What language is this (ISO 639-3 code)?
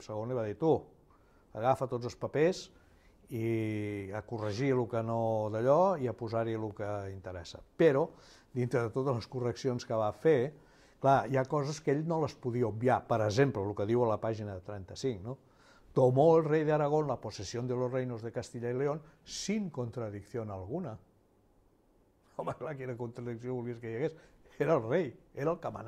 cat